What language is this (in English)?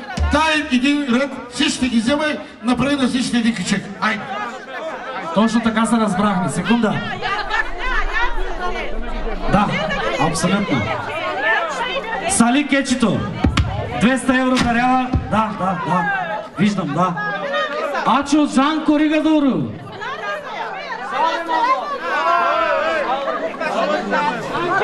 Bulgarian